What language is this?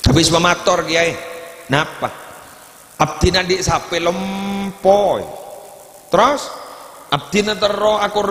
Madurese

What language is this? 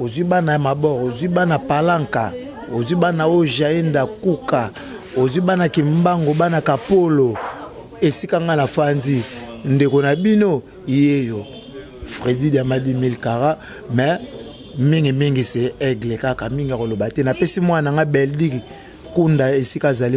Lingala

